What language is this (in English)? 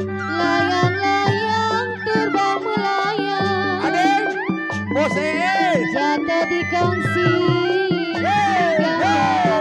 Betawi